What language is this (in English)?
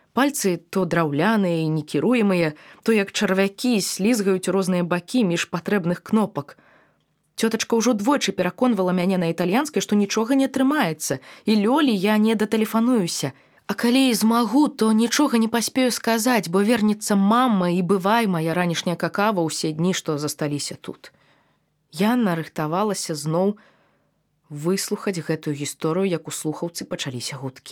Belarusian